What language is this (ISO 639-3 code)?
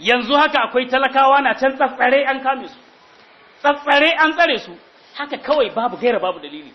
hau